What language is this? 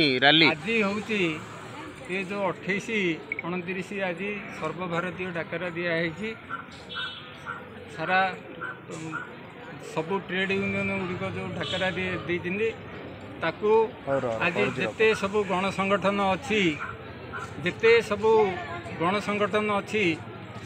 Odia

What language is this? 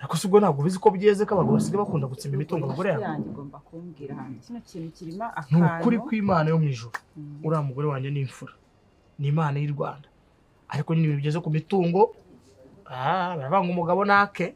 Kinyarwanda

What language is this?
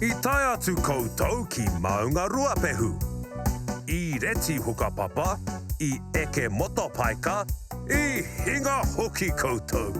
Māori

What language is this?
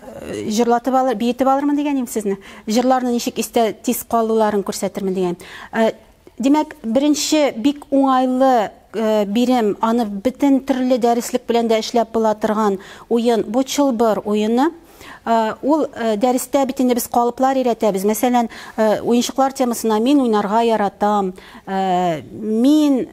Tatar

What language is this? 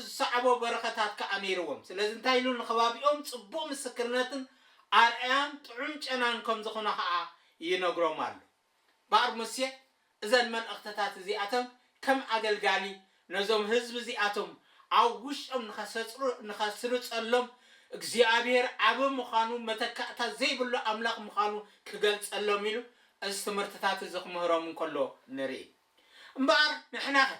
Tigrinya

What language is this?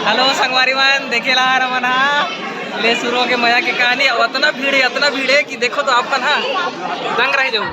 Chhattisgarhi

